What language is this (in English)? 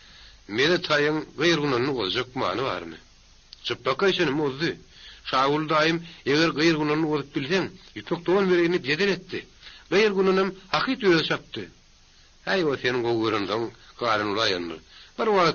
Turkmen